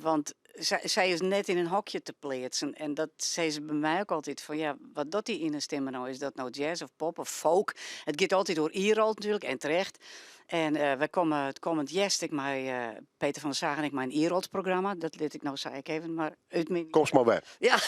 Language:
Western Frisian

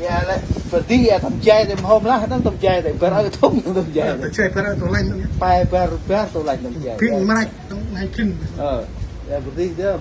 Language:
Central Mnong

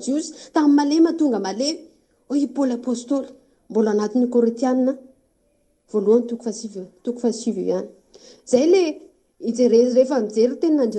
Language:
Malagasy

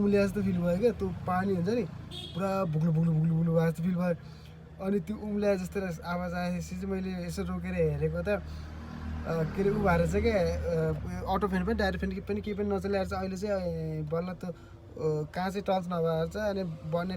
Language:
Nepali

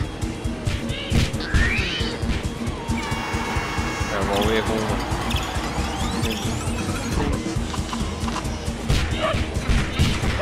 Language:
Dutch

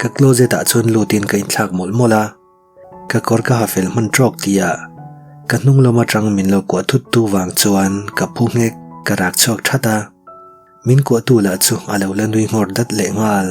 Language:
Mizo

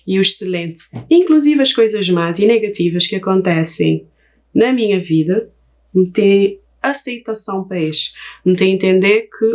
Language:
Kabuverdianu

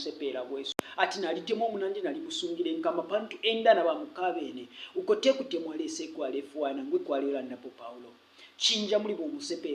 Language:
Bemba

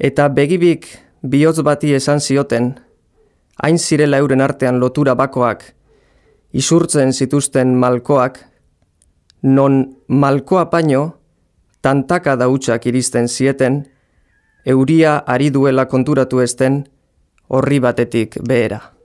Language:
Basque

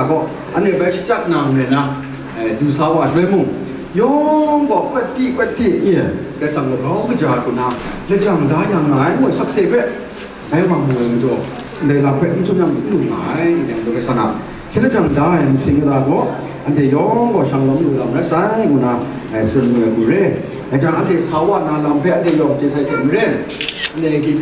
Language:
Kachin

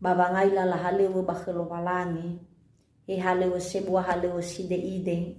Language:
Nias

